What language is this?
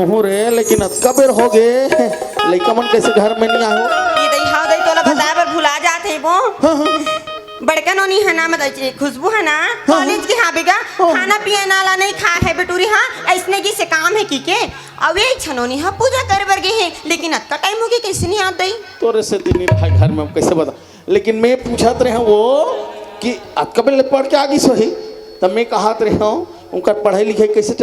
Chhattisgarhi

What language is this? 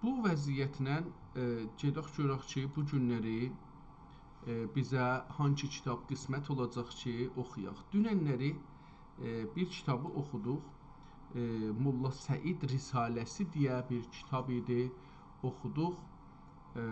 South Azerbaijani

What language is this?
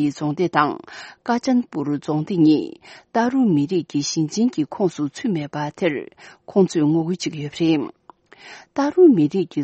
Tibetan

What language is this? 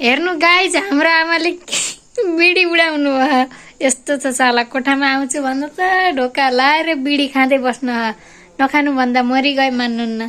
Nepali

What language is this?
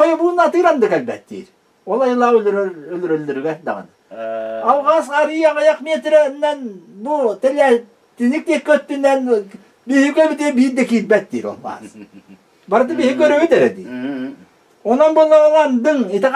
Yakut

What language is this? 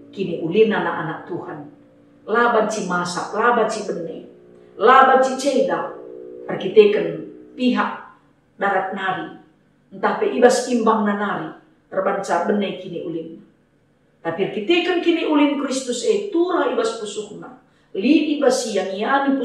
Batak Karo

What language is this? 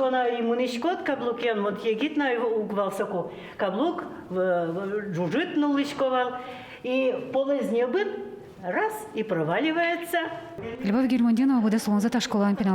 Udmurt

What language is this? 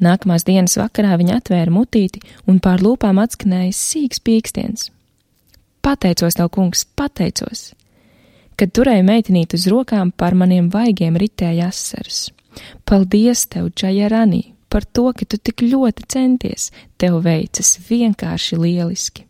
Latvian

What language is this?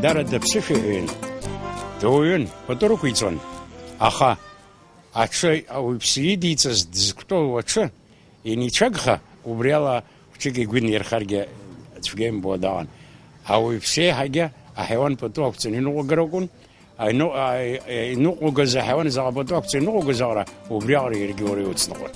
Abkhazian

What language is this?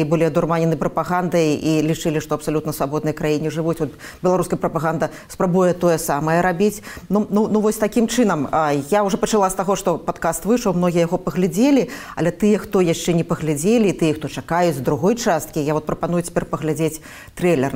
Belarusian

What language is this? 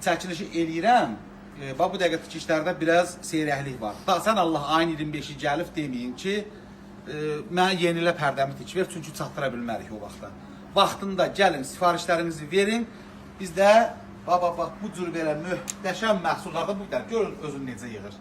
Azerbaijani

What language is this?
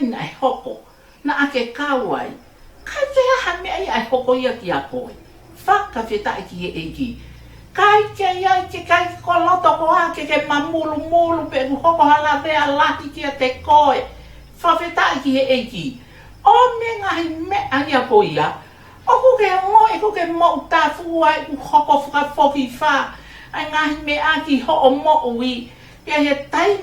Tongan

